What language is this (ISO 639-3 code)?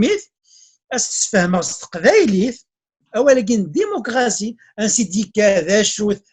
kab